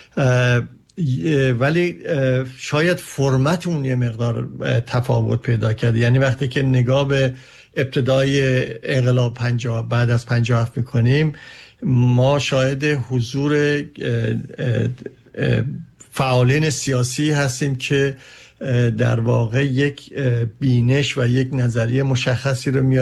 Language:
Persian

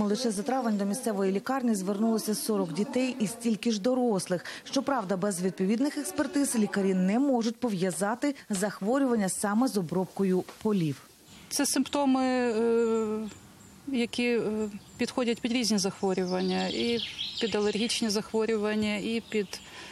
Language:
Ukrainian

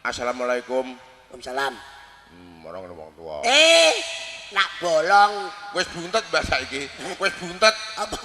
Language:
Javanese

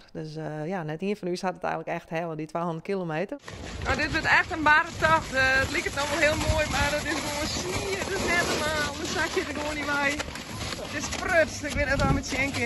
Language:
Western Frisian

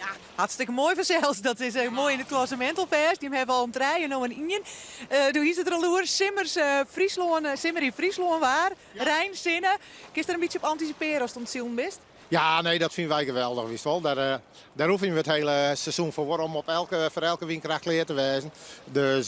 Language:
Western Frisian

